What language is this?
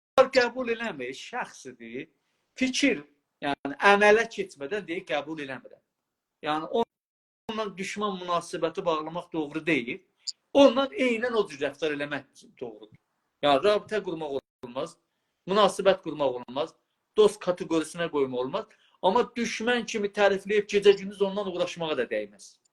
South Azerbaijani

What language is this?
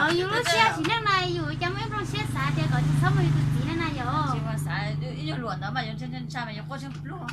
Hmong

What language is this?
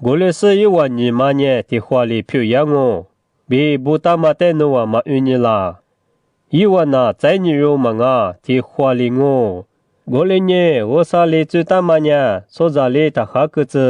Lisu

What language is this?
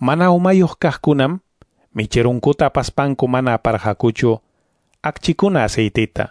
Quechua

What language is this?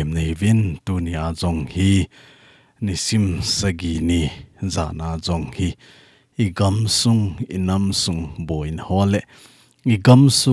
Thado Chin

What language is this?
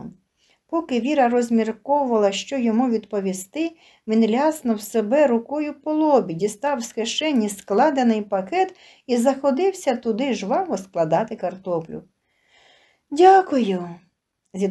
Ukrainian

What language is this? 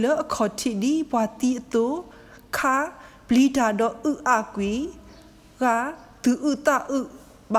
S'gaw Karen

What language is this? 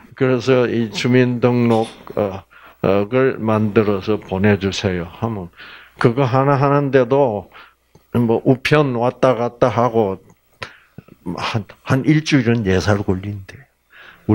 Korean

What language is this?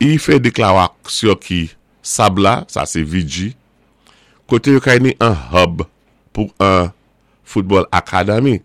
Saint Lucian Creole French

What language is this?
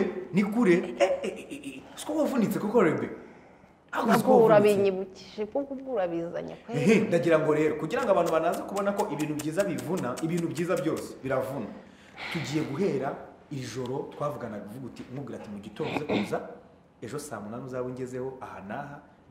Kinyarwanda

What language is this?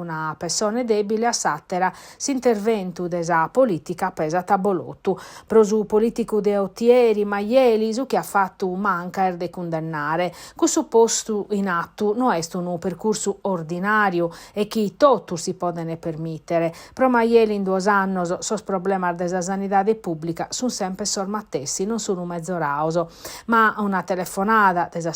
Sardinian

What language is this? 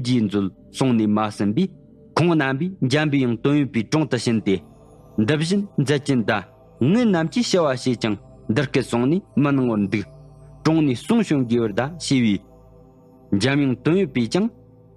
Tibetan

